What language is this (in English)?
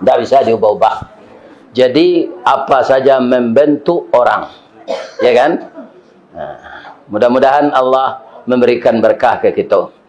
Minangkabau